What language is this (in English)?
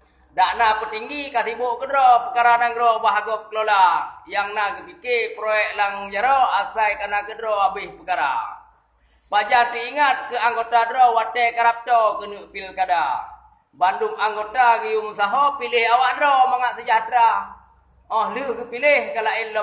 Achinese